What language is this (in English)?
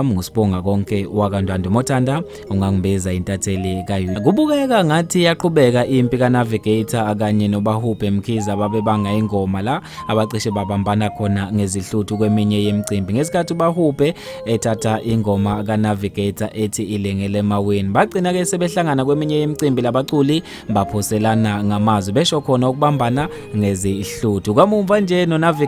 Zulu